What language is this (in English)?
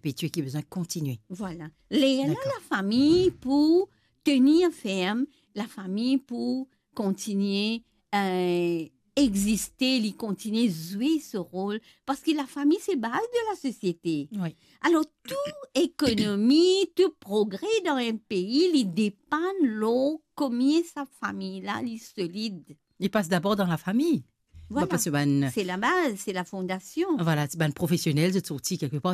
Morisyen